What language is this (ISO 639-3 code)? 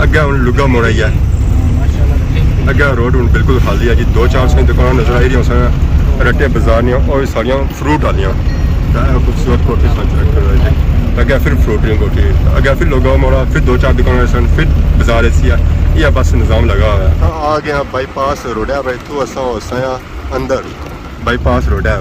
phr